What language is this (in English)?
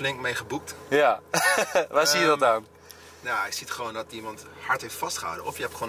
Dutch